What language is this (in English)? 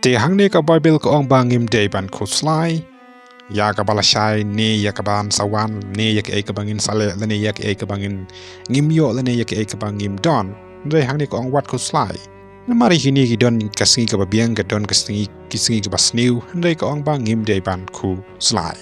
Khasi